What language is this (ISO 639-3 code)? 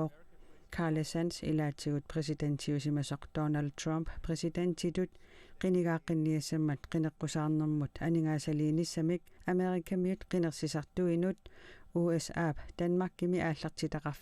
kal